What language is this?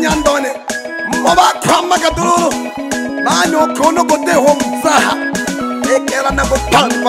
Swahili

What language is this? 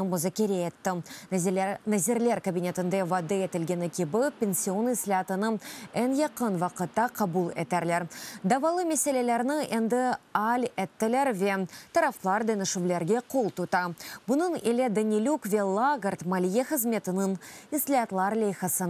Crimean Tatar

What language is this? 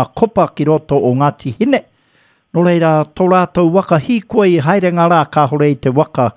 Māori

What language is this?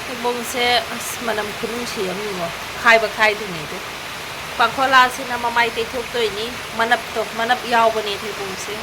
Manipuri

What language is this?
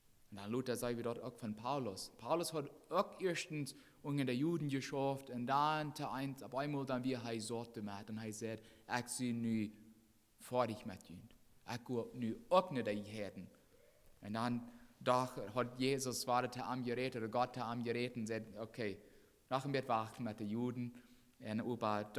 Plautdietsch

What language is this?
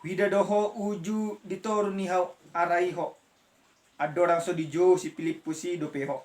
Batak Toba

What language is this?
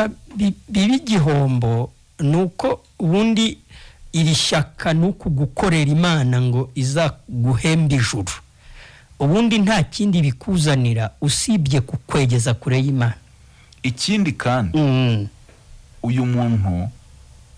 Kinyarwanda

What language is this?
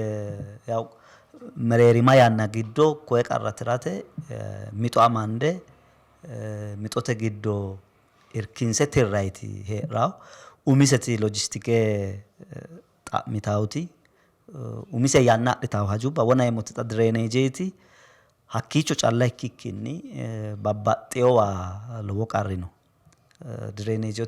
Sidamo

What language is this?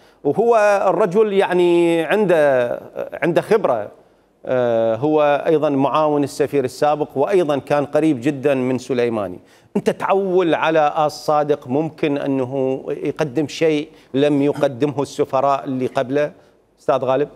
Mesopotamian Arabic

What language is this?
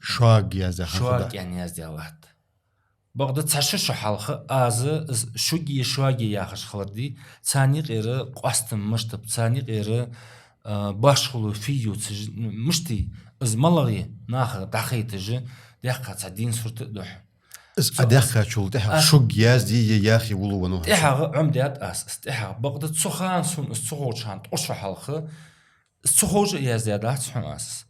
Ingush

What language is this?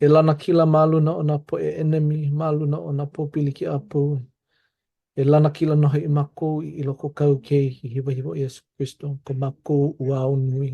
Hawaiian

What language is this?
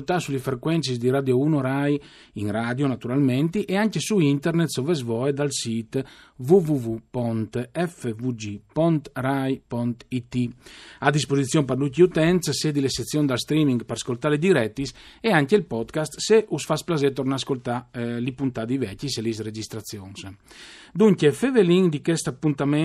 Friulian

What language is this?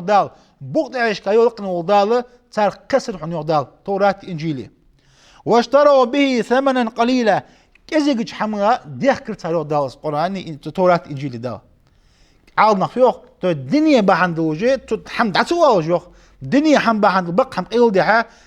Ingush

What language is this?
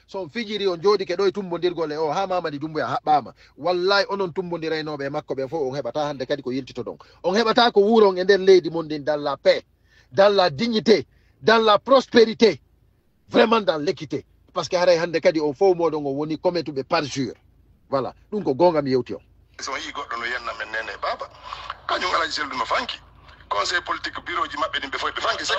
Fula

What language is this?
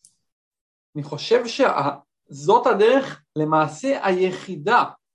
Hebrew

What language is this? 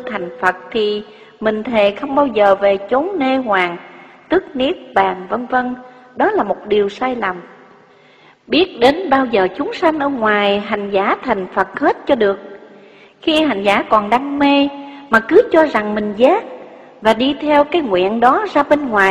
Vietnamese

